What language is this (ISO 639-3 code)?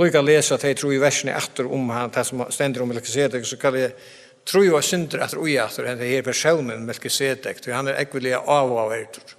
fao